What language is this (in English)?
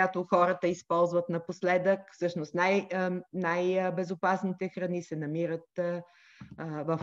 Bulgarian